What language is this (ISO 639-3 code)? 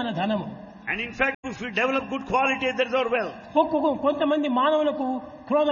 tel